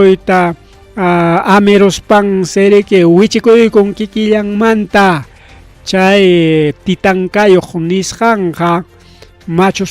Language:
Ayacucho Quechua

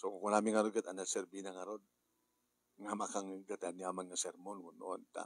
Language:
Iloko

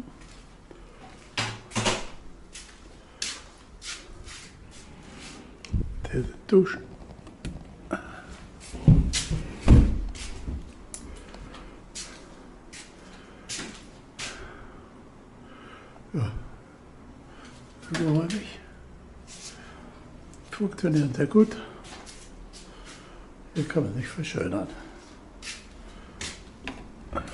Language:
German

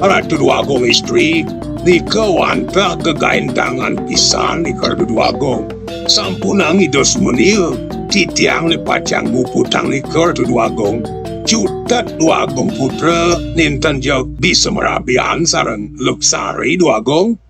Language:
Balinese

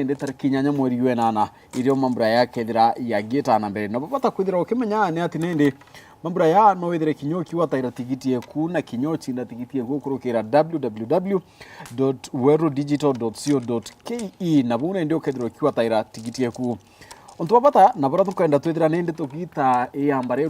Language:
Meru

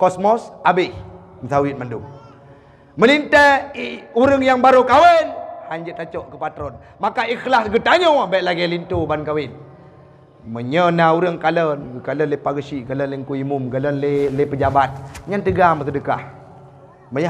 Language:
Achinese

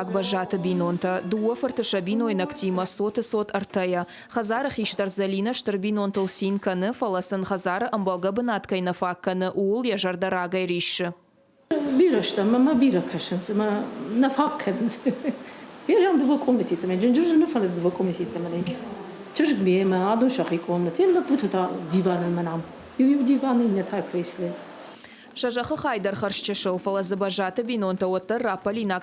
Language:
Ossetic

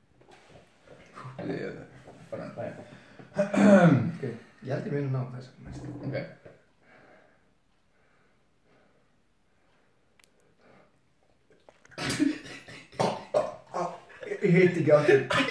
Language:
Icelandic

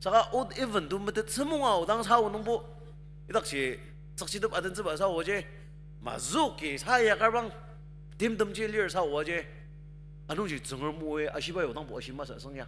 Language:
Ao Naga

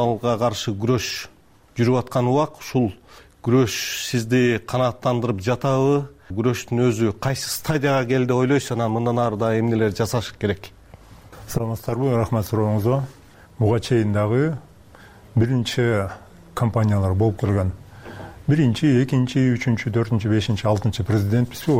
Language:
Kyrgyz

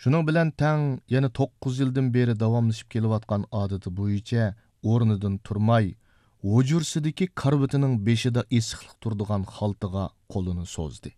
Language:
Uyghur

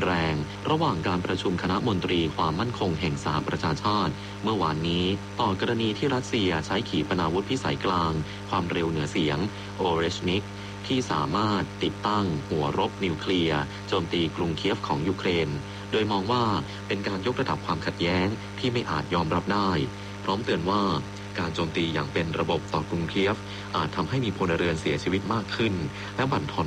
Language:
Thai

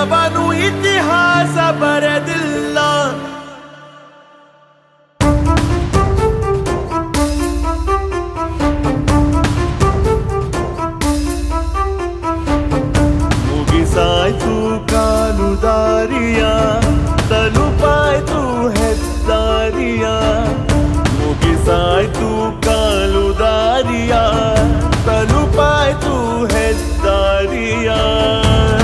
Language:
Kannada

